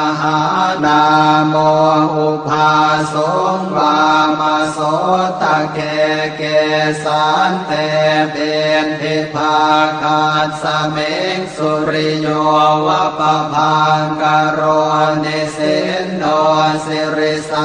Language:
Pali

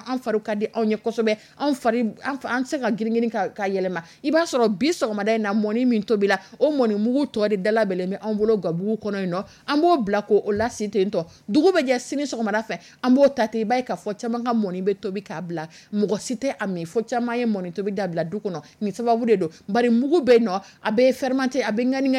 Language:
Dyula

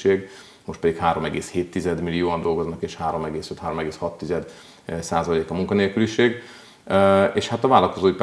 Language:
Hungarian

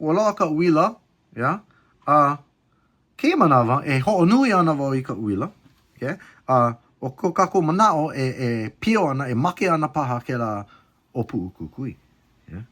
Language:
Hawaiian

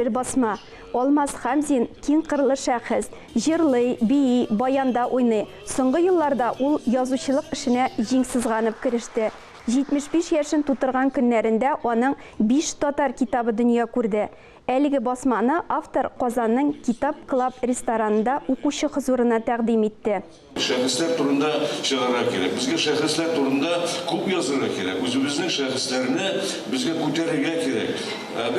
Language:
Tatar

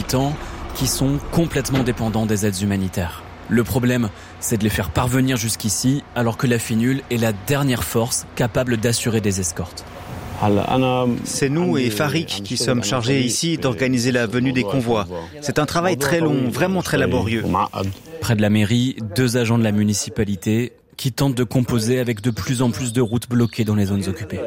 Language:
French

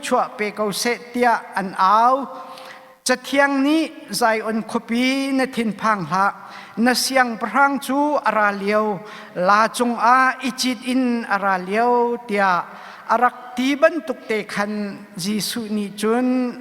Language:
Hakha Chin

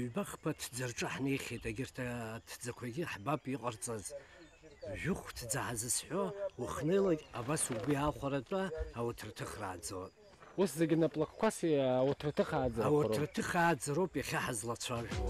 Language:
Abkhazian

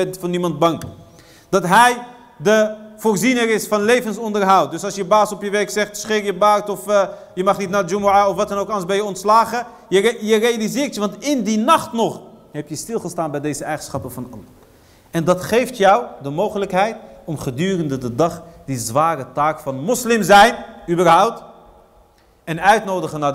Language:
Dutch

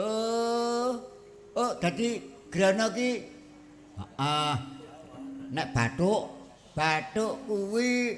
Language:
Javanese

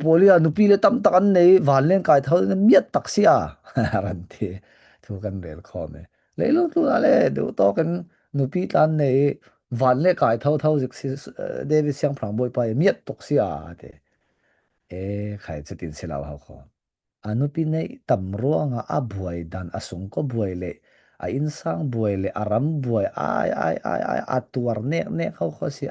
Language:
Falam Chin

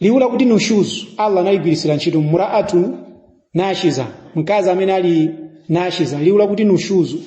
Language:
Nyanja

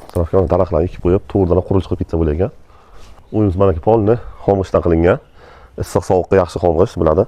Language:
Uzbek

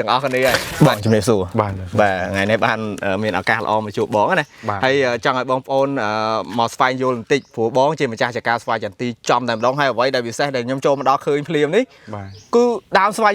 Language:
Khmer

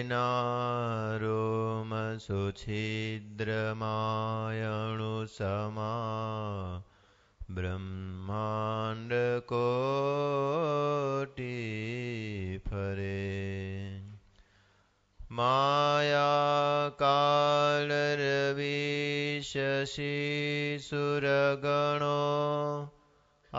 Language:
Gujarati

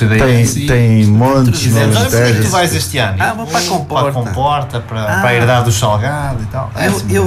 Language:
Portuguese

